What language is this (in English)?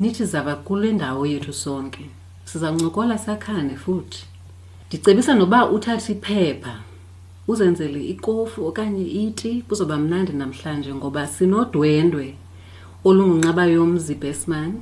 Xhosa